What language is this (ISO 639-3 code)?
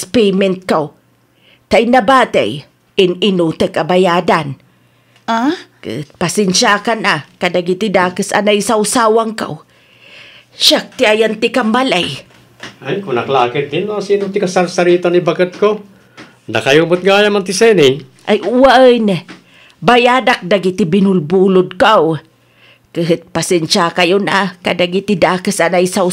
ilo